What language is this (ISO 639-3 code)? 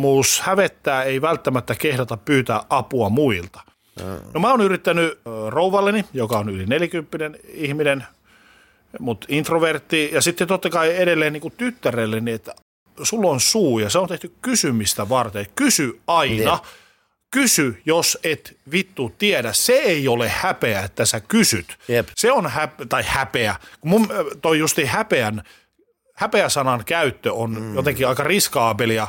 fin